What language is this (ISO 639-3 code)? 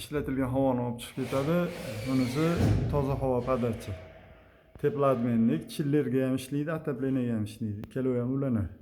uzb